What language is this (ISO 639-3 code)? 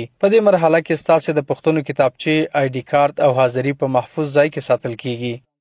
pus